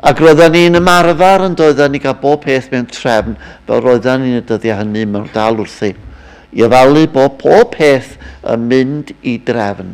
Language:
Welsh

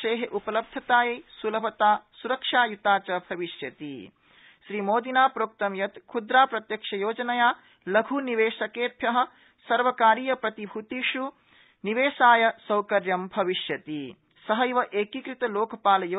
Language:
Sanskrit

